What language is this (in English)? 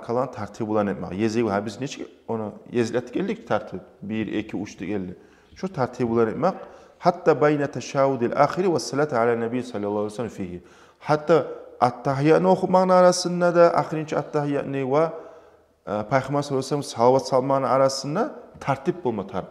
Kumyk